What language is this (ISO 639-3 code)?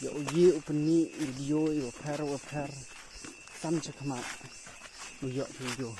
kha